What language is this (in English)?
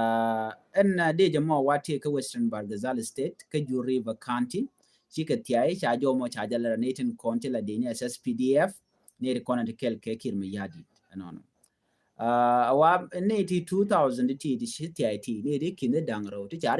Nuer